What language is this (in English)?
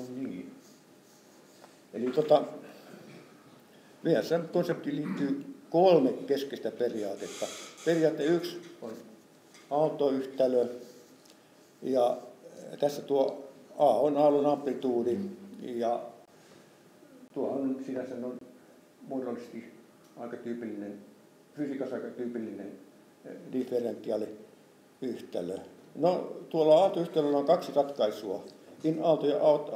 Finnish